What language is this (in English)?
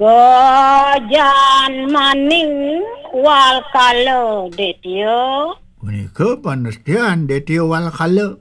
Balinese